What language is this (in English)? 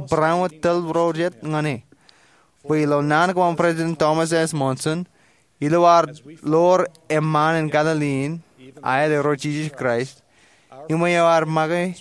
Marshallese